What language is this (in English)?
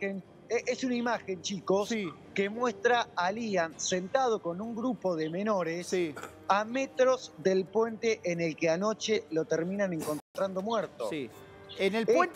Spanish